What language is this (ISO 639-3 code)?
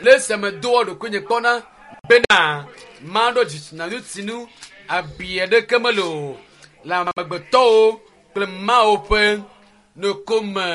ewe